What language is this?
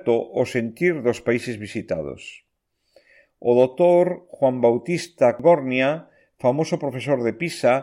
Galician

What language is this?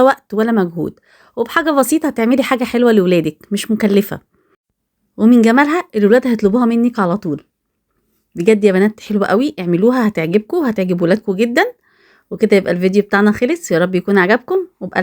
Egyptian Arabic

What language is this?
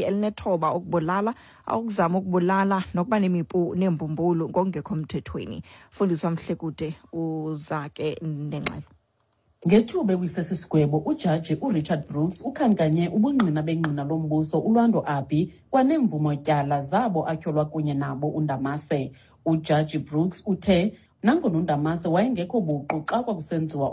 Xhosa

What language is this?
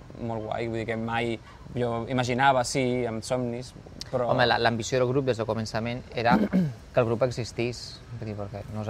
Catalan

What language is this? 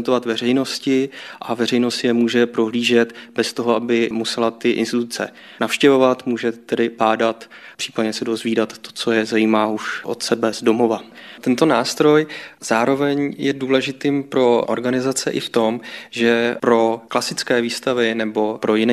Czech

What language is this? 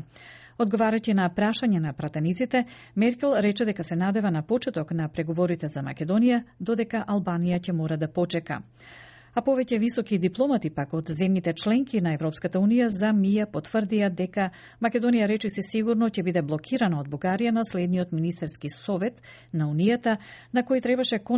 Macedonian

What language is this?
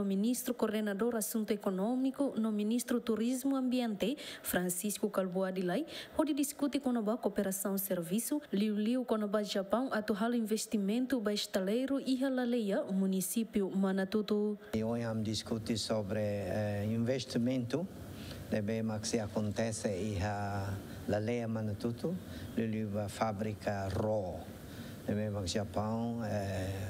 Tetum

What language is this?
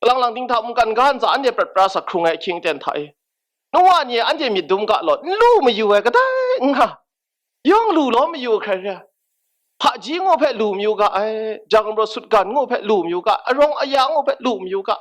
Kachin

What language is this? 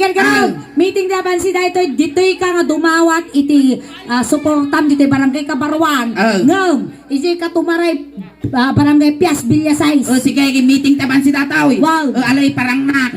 Iloko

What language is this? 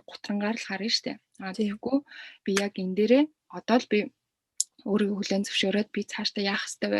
Mongolian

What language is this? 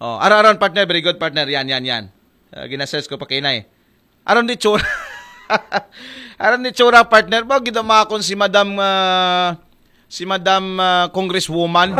Aklanon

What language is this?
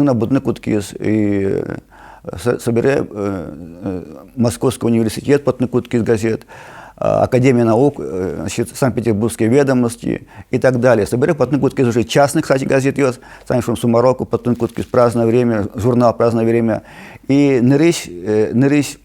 Udmurt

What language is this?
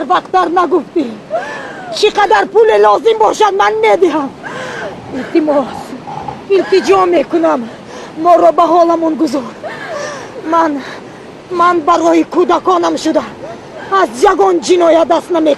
Tajik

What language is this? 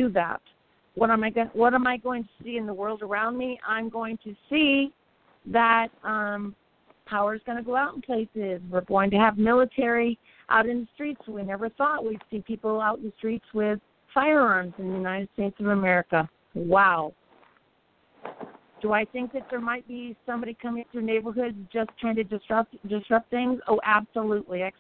English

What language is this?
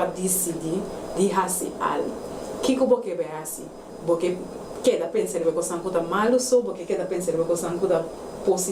Papiamento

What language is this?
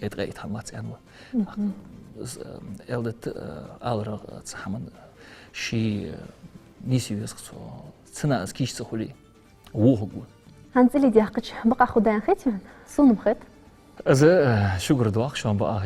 Ingush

